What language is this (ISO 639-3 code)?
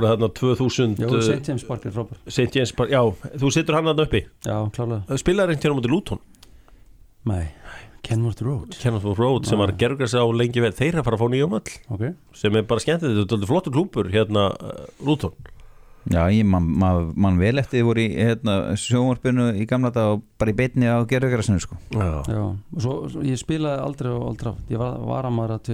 isl